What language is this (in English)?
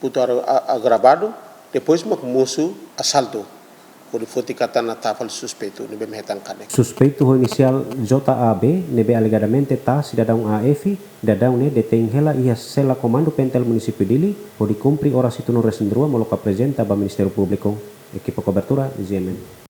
Tetum